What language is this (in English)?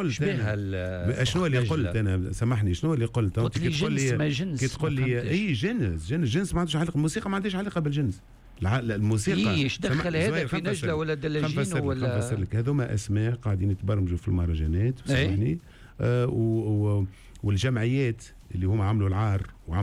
Tunisian Arabic